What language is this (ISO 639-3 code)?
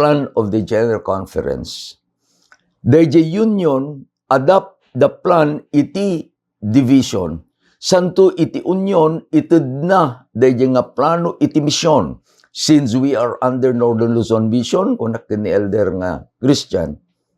ilo